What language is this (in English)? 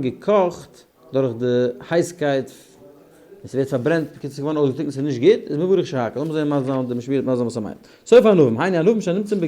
Yiddish